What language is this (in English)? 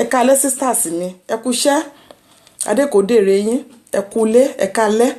Yoruba